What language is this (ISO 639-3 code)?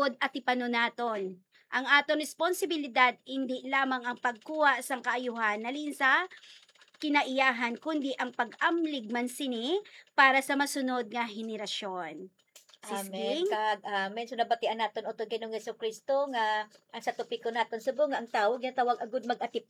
hil